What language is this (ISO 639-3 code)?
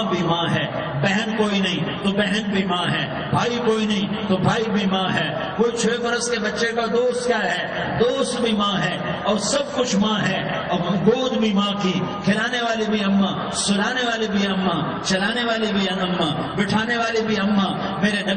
urd